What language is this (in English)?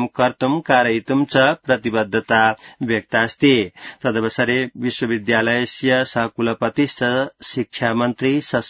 Sanskrit